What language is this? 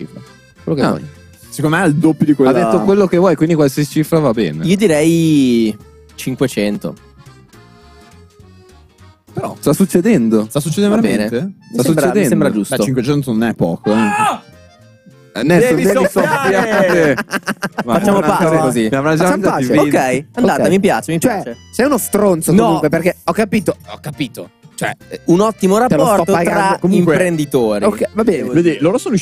Italian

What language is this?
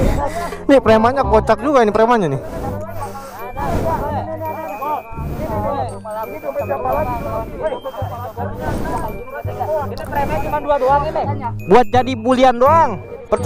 Indonesian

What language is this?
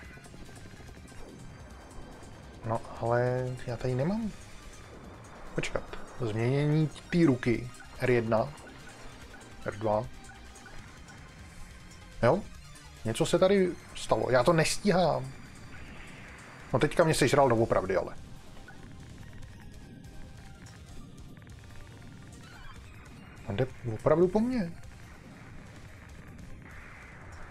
Czech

